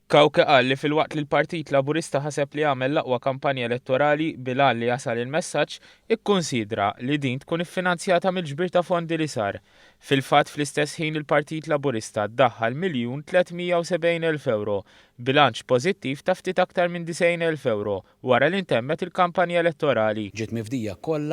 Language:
Maltese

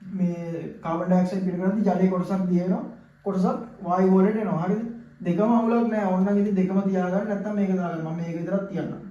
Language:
Sinhala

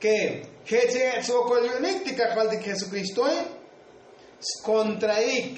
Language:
Tzotzil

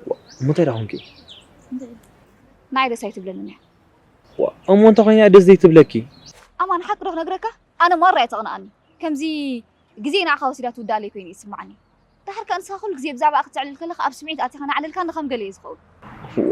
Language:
Tigrinya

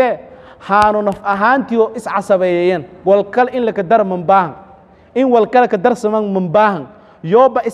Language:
Somali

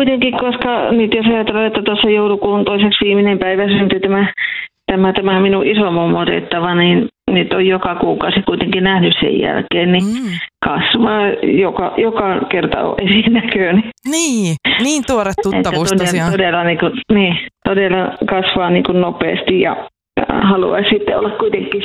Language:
Finnish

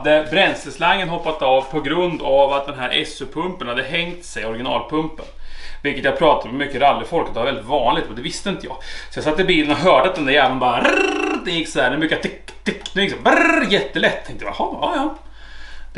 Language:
Swedish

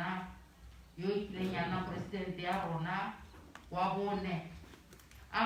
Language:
Tswana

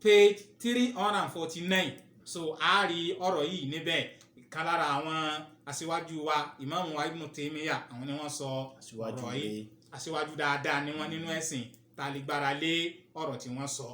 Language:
Yoruba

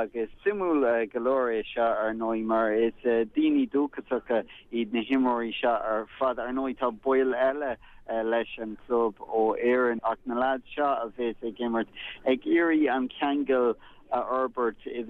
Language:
Irish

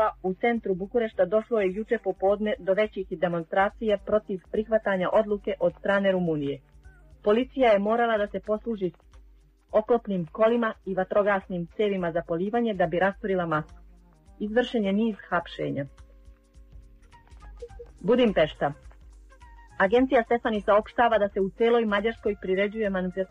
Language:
Serbian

